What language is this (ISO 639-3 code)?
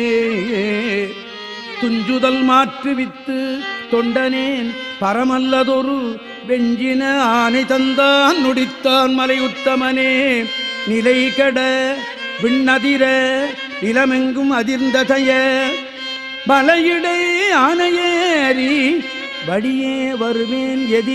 tam